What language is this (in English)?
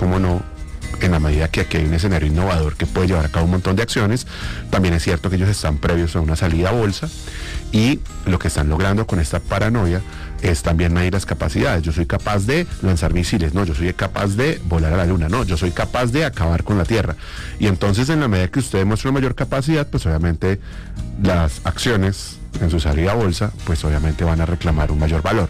Spanish